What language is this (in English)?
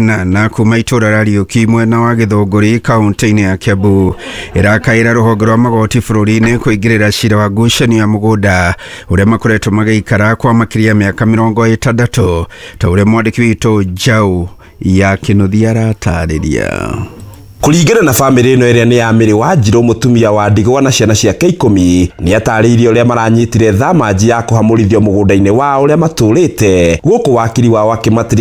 Kikuyu